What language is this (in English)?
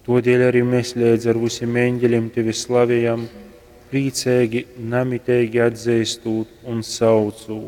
Latgalian